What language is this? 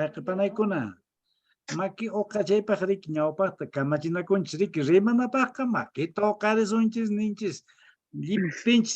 Quechua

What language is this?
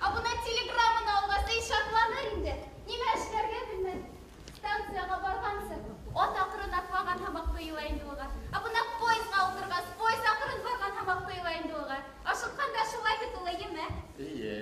Bashkir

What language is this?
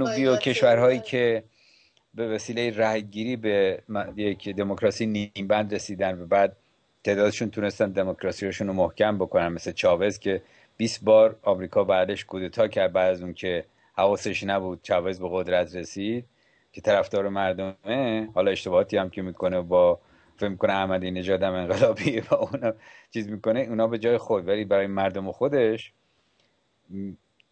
Persian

